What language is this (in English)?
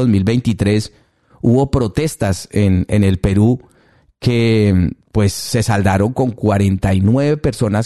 Spanish